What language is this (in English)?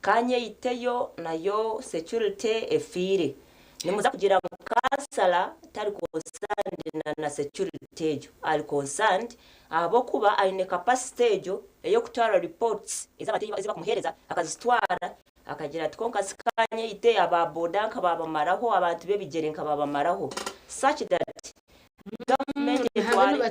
Nyankole